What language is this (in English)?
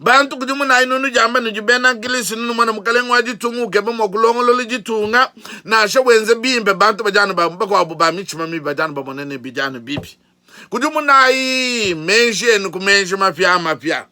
Luba-Lulua